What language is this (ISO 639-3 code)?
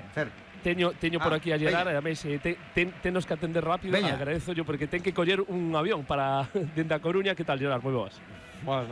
glg